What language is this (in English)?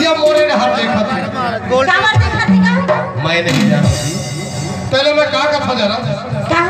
Chhattisgarhi